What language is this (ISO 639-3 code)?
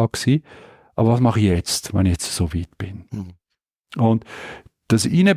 gsw